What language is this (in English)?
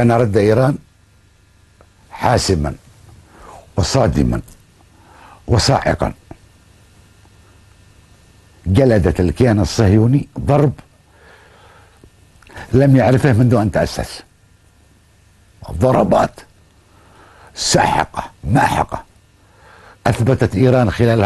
Arabic